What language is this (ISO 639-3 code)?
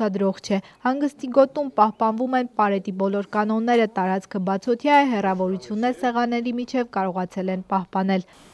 hye